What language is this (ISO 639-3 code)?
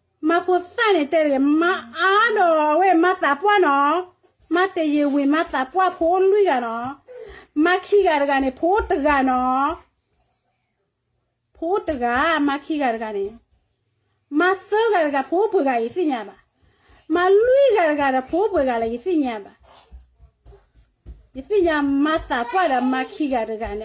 ksw